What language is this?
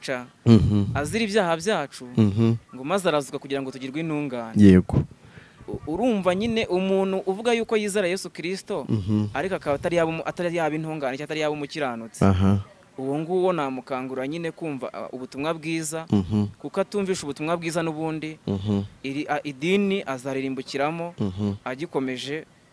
Kinyarwanda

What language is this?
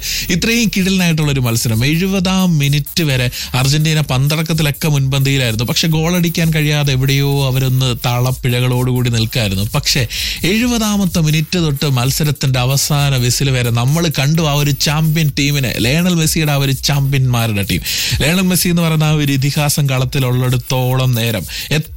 Malayalam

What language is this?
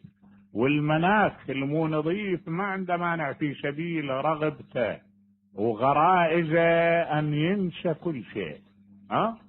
Mesopotamian Arabic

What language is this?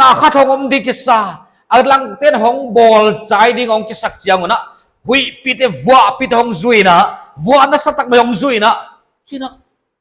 Paite Chin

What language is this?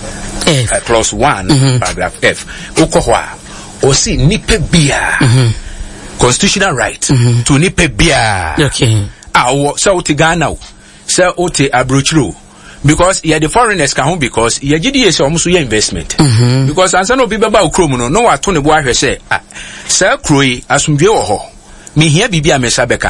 Akan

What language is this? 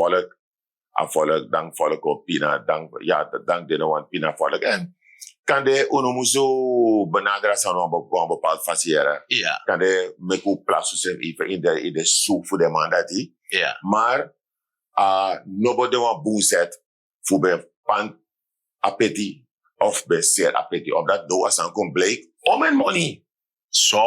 Sranan Tongo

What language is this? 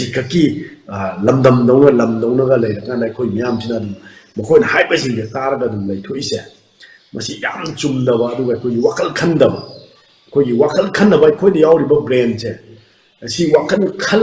Manipuri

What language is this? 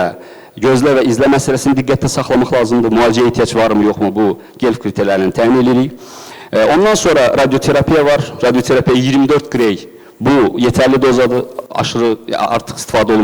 Azerbaijani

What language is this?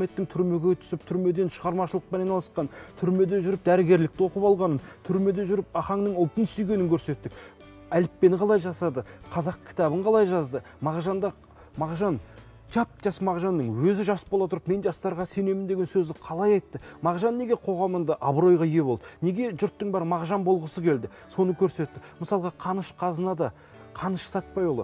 Kazakh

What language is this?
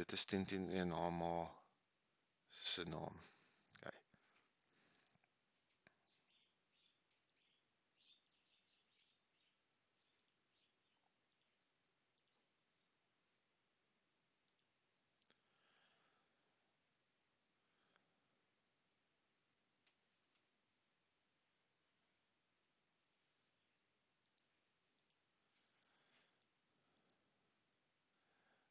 Afrikaans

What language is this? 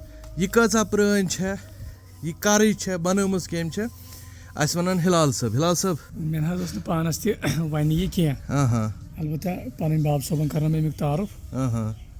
Kashmiri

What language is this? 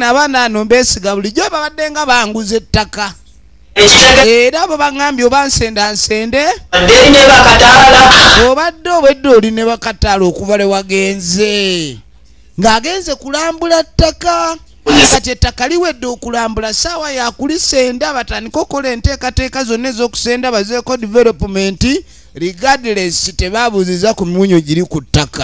Ganda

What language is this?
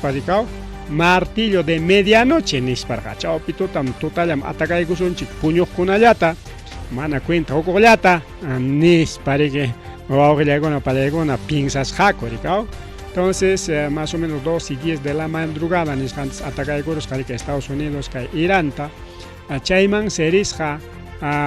Ayacucho Quechua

